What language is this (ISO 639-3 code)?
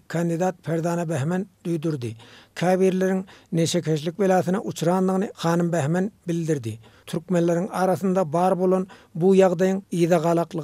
tuk